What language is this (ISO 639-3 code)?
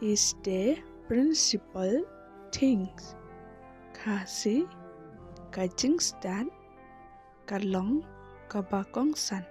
kha